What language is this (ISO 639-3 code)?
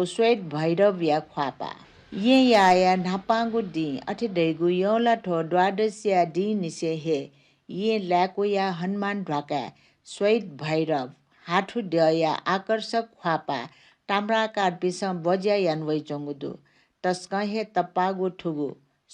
new